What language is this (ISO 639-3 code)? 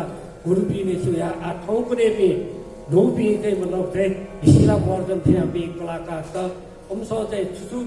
new